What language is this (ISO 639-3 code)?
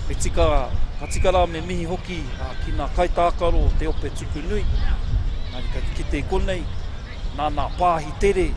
mri